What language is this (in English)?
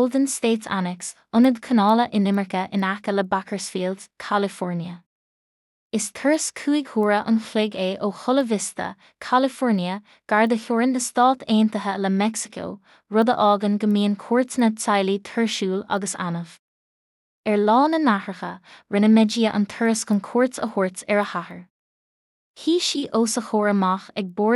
Irish